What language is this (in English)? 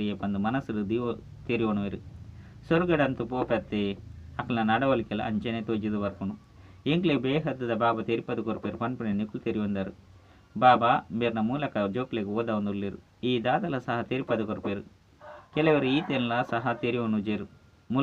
Tulu